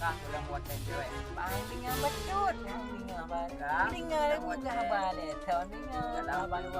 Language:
Achinese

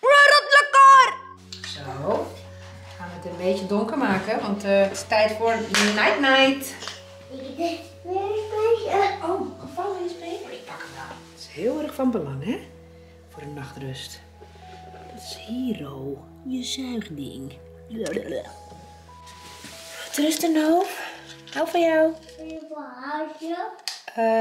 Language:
Dutch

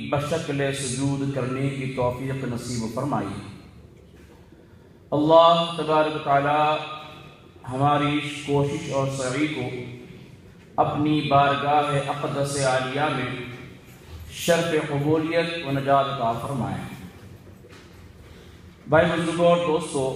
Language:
Urdu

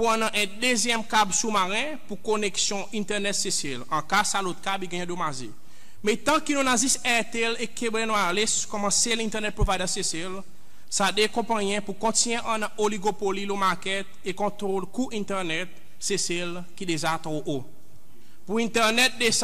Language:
Seselwa Creole French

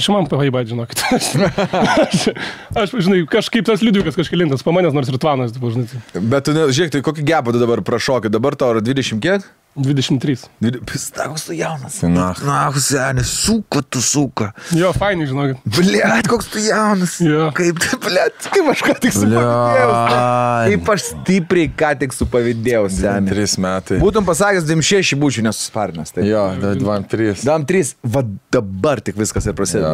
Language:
Lithuanian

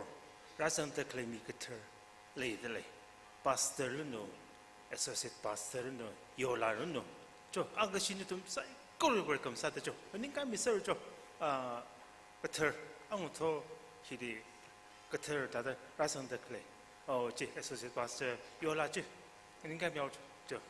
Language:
Tangkhul Naga (India)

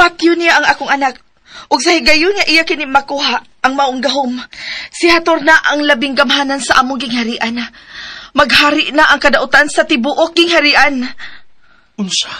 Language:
Cebuano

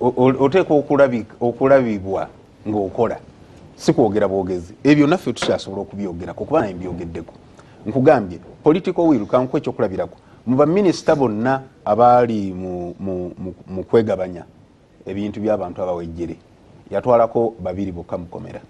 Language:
Ganda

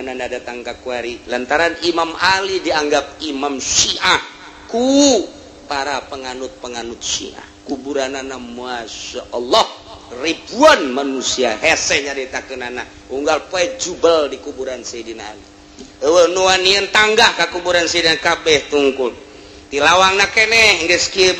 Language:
Sundanese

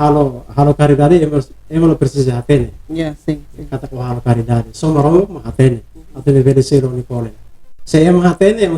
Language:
Tetum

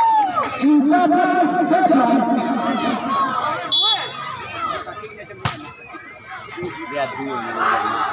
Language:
Malay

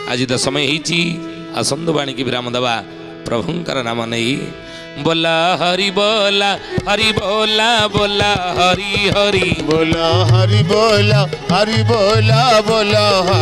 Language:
Odia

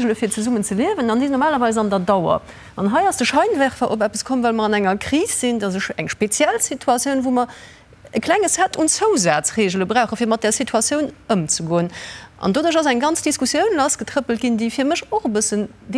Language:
Luxembourgish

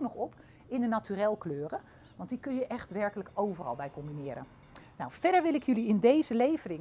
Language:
Dutch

